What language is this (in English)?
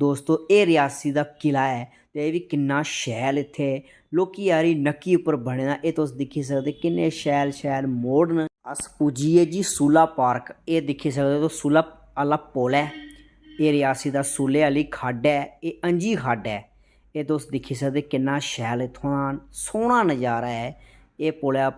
Dogri